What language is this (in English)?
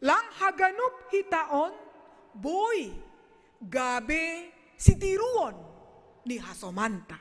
Batak Simalungun